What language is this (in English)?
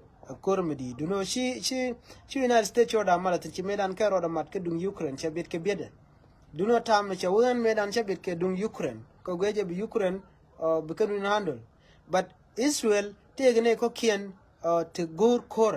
Nuer